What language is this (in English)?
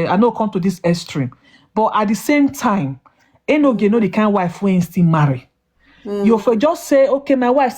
Nigerian Pidgin